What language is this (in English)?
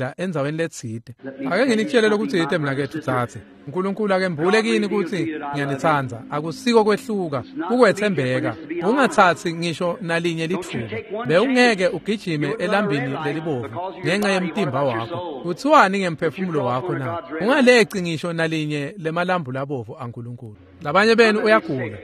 Swati